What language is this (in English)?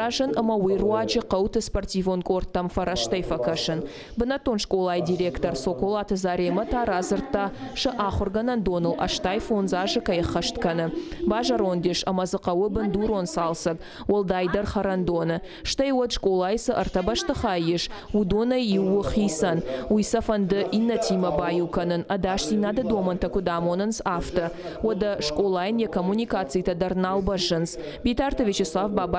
Ossetic